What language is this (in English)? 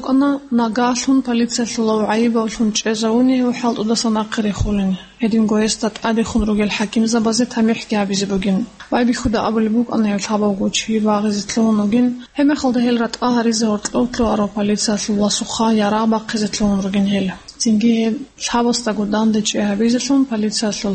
Avaric